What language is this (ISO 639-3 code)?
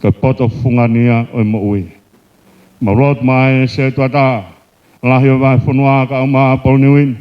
ton